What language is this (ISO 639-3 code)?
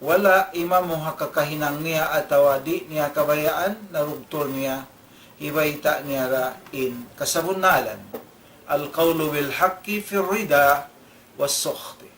tsg